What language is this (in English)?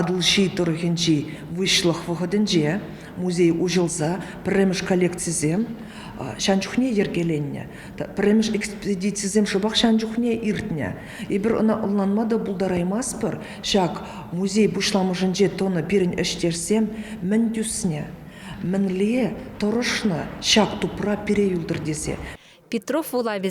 Chuvash